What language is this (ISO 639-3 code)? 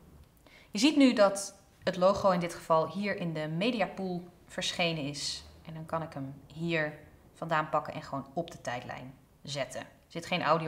nld